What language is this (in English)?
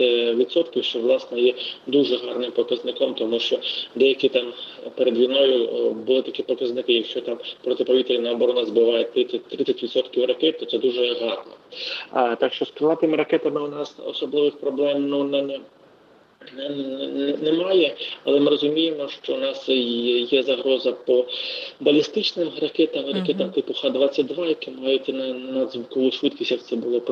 Ukrainian